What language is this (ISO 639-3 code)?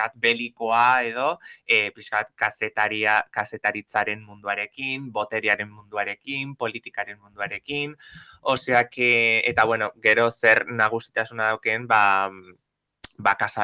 eus